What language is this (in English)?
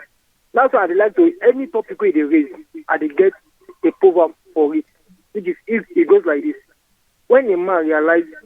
Nigerian Pidgin